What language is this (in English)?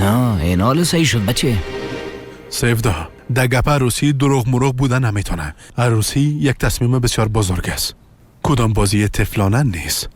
Persian